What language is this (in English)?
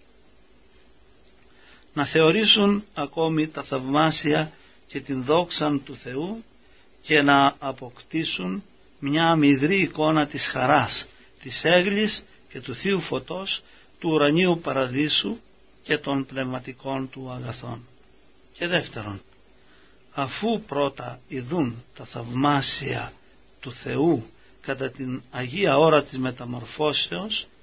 Greek